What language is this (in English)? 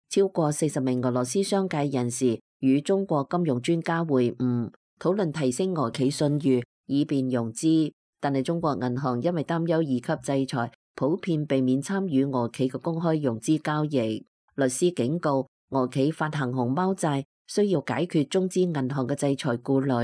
Cantonese